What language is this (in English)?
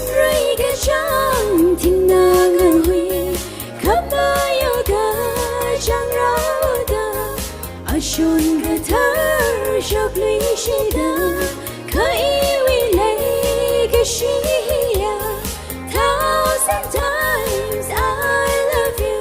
Tangkhul Naga (India)